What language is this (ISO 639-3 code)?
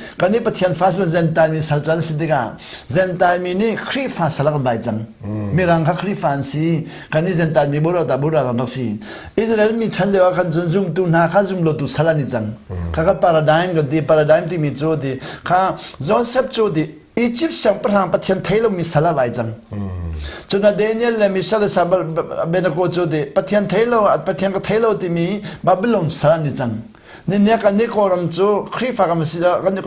cnh